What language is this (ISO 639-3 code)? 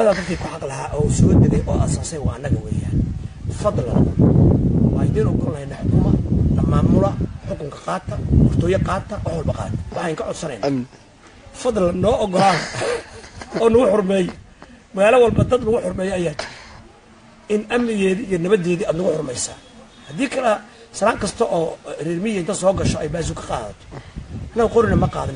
som